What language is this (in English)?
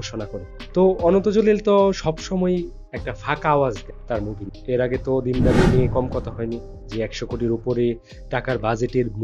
Bangla